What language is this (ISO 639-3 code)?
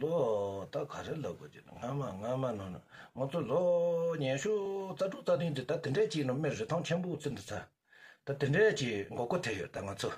bod